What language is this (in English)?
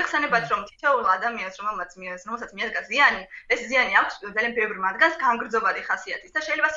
Georgian